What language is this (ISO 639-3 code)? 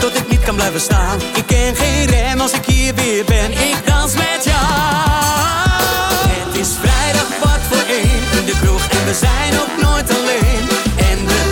nld